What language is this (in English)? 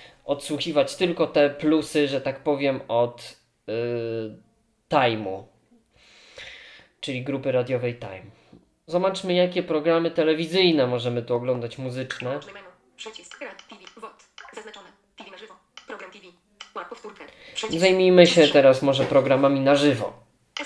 Polish